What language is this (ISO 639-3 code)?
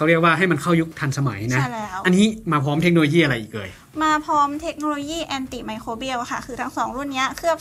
tha